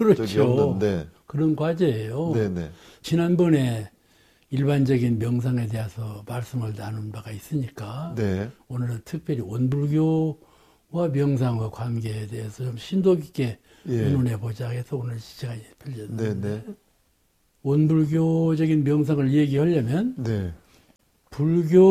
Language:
Korean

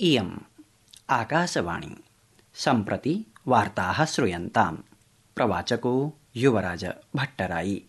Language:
Sanskrit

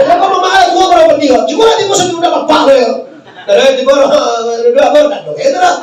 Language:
Minangkabau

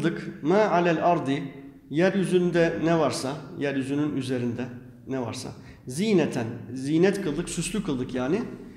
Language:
Turkish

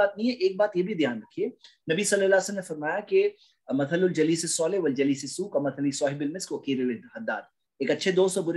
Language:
Urdu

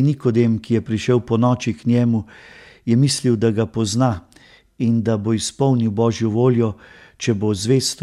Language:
Slovenian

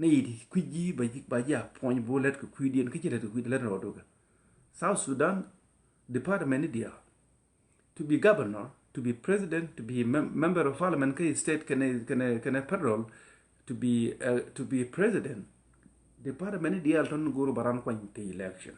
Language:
Nuer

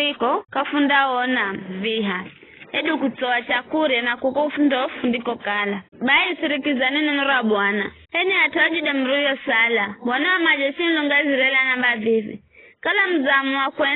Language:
Giryama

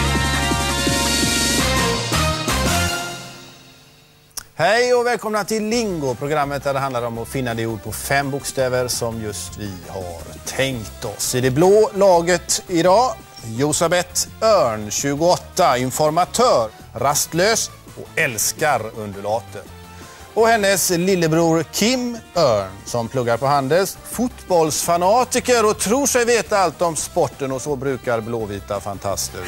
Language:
Swedish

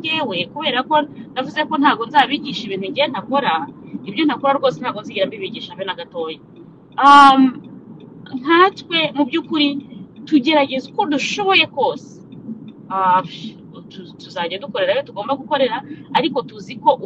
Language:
Kinyarwanda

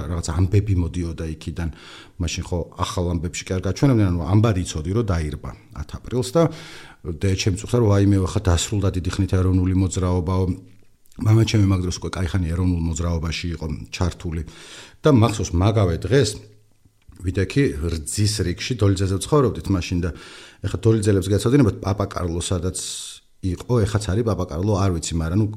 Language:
Georgian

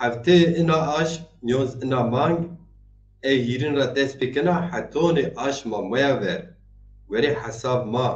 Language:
Zaza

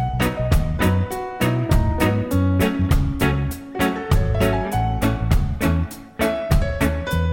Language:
Basque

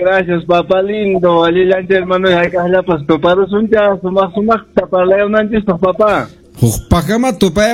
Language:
Quechua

